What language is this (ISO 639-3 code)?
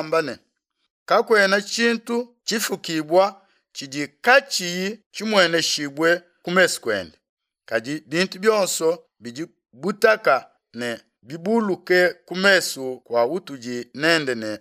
lua